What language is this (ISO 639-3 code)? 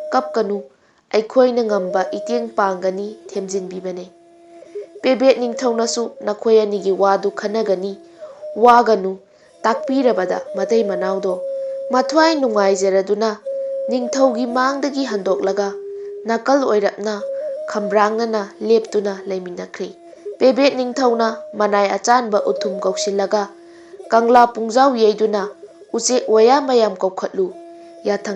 mni